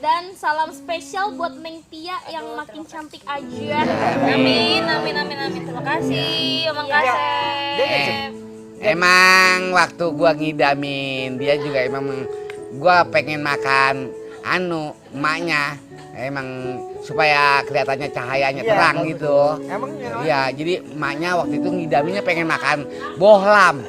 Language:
Betawi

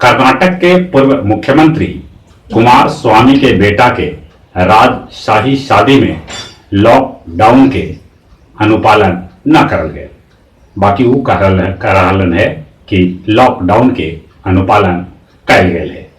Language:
Magahi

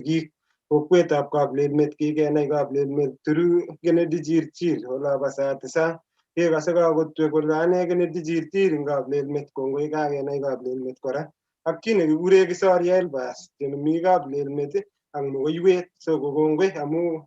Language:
Kalenjin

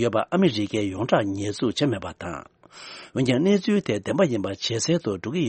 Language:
Tibetan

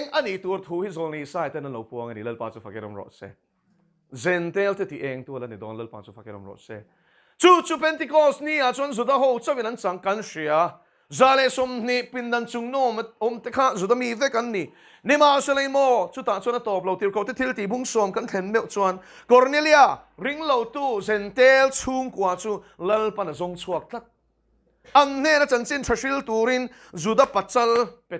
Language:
Mizo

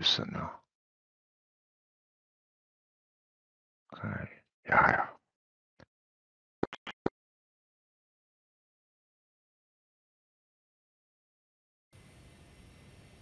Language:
Swedish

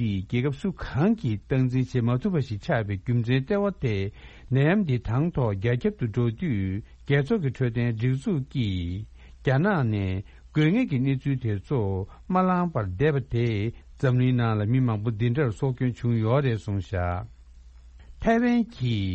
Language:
Tibetan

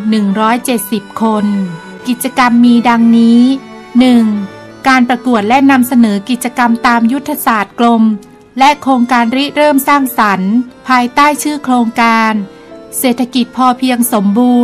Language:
Thai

